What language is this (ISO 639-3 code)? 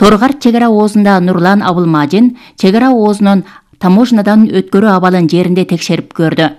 kir